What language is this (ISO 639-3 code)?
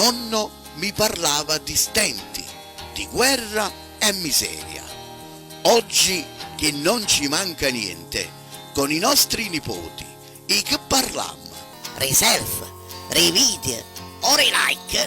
nap